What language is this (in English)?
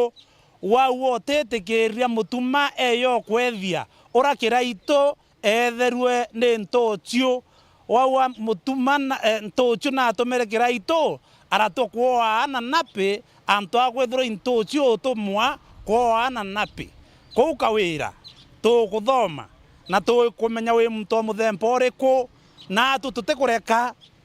Meru